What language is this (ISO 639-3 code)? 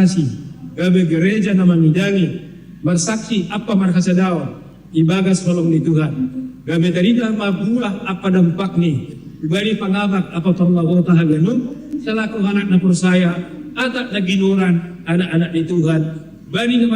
bts